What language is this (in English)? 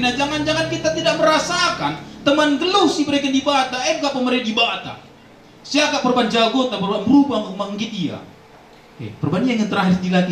Batak Karo